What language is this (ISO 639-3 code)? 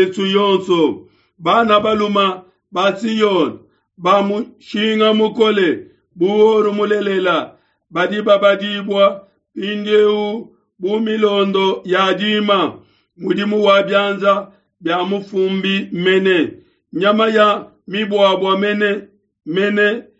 lua